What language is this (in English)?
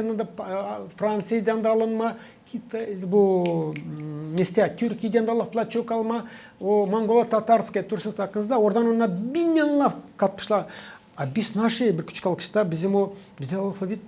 Gagauz